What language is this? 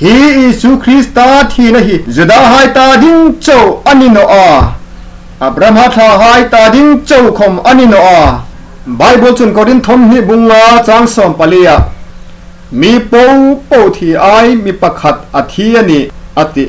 Hmar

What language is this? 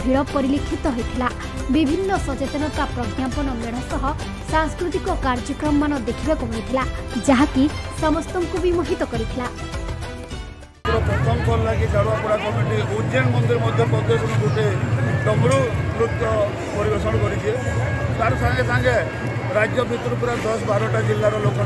Odia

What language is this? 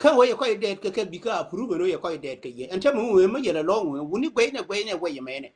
Nuer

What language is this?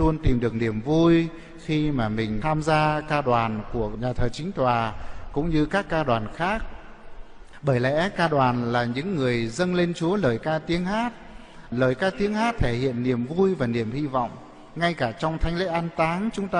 Vietnamese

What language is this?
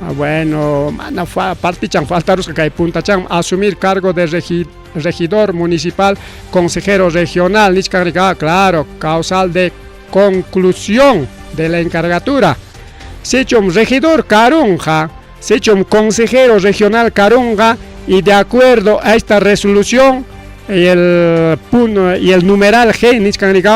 Ayacucho Quechua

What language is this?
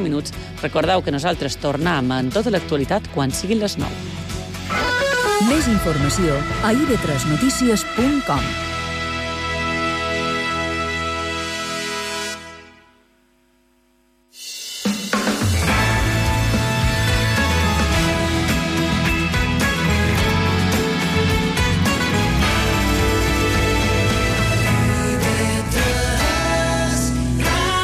Catalan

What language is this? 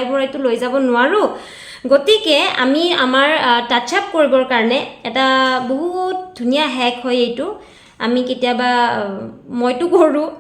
Assamese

